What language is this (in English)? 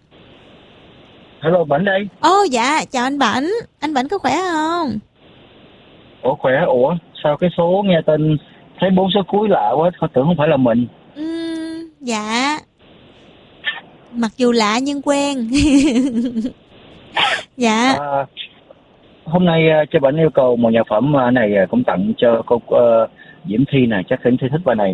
Vietnamese